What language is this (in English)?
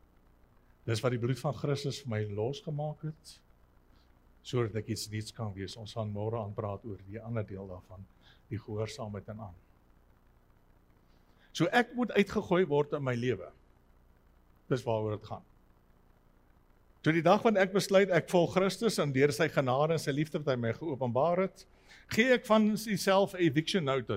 Afrikaans